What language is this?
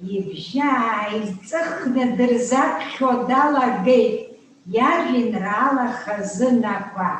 Abkhazian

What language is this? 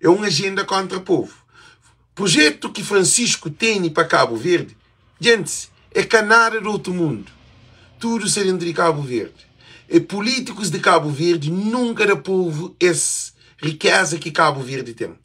Kabuverdianu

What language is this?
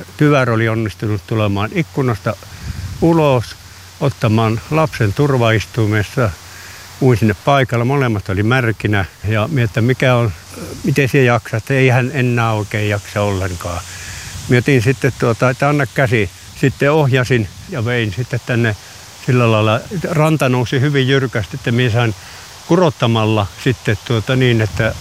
Finnish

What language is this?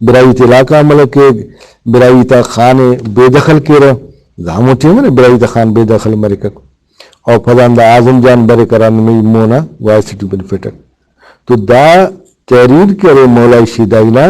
Brahui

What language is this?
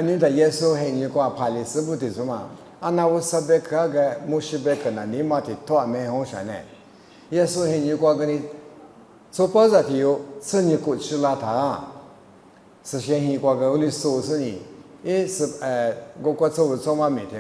Lisu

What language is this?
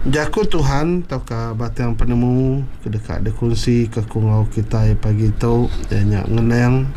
Iban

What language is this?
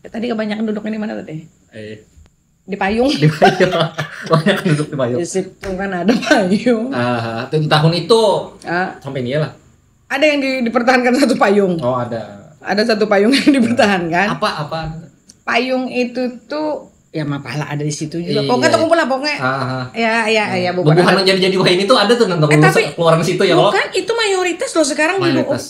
Banjar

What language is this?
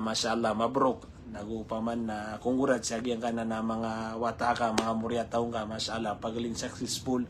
Maranao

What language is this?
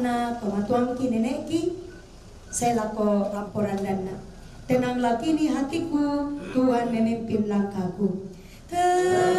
Toraja-Sa'dan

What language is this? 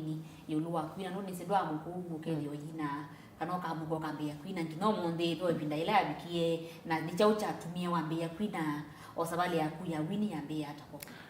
Kamba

